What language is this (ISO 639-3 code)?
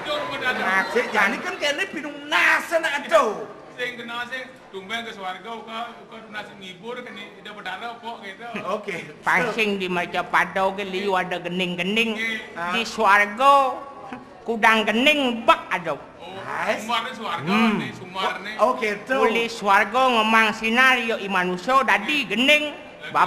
ban